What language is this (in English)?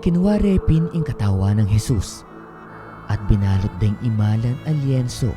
Pampanga